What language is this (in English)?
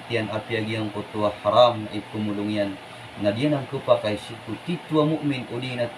Maranao